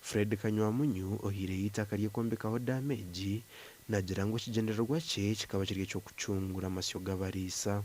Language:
Nyankole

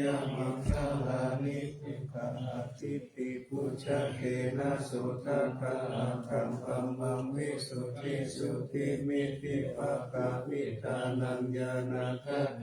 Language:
Pali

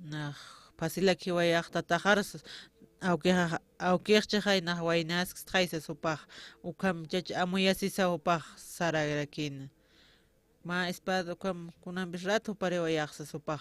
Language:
Aymara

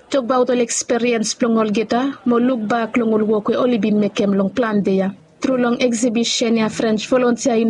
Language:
Bislama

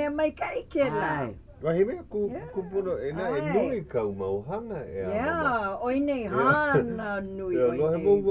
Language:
Hawaiian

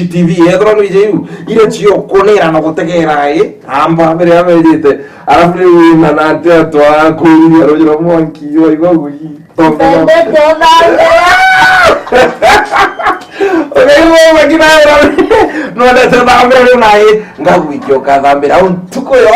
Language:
Meru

